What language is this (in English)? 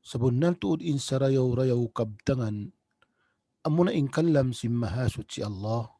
Tausug